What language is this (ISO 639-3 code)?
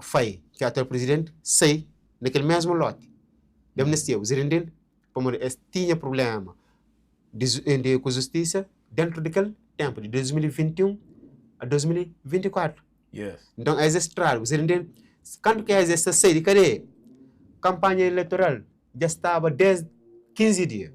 kea